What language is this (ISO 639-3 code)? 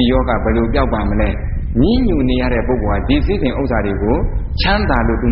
mya